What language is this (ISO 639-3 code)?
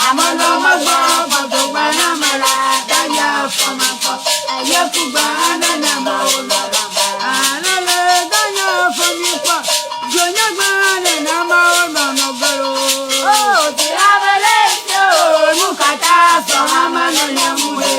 ewe